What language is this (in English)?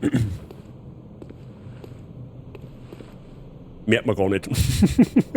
Bavarian